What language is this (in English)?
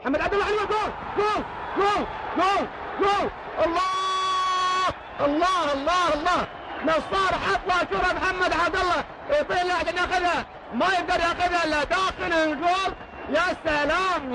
Gulf Arabic